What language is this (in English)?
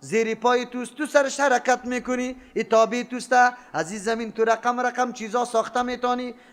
Persian